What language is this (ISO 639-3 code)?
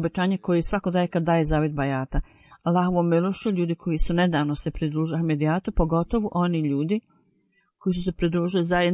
bos